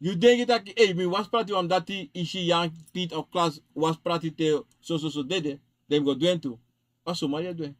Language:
Sranan Tongo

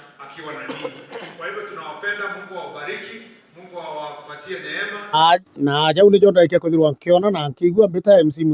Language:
Meru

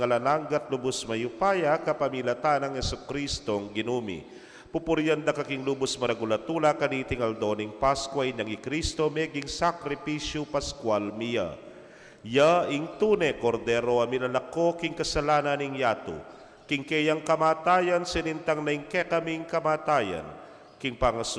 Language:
Pampanga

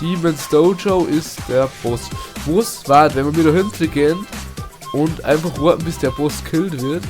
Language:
Bavarian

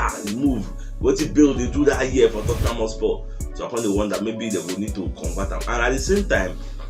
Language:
Nigerian Pidgin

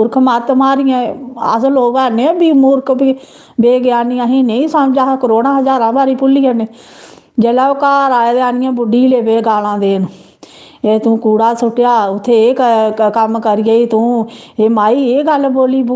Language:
Dogri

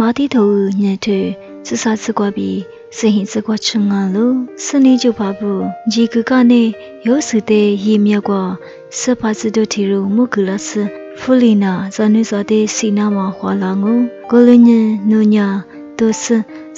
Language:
Lisu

